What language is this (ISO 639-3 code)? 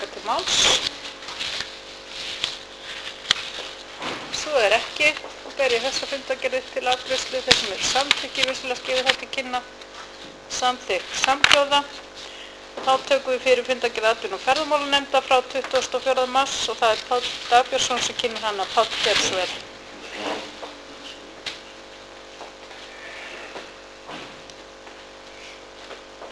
isl